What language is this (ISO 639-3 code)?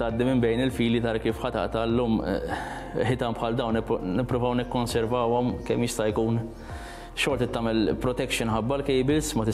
mlt